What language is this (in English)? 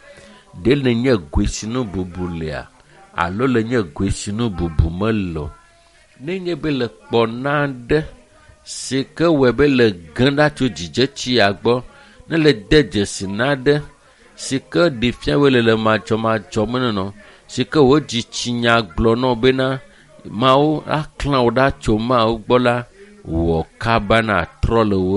Ewe